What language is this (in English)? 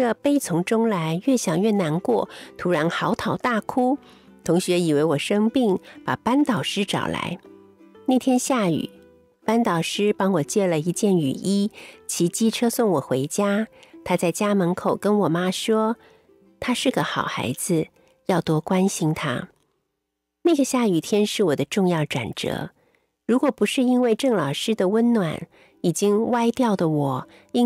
Chinese